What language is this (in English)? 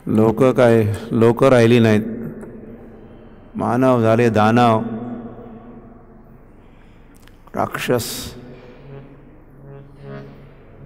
Marathi